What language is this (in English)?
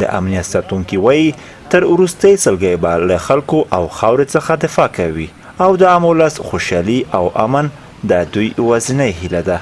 Pashto